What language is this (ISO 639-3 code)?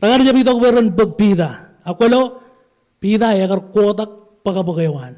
mah